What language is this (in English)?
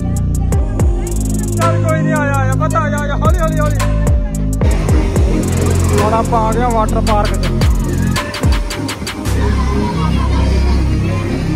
Punjabi